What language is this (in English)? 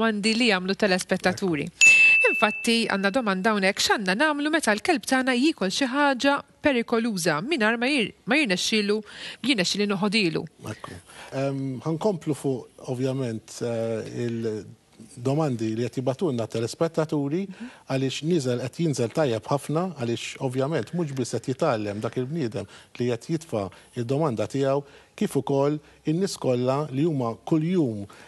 Maltese